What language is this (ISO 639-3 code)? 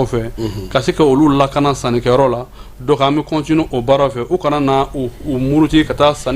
bam